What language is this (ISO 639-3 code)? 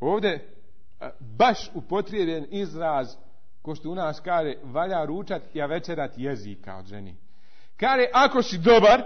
bos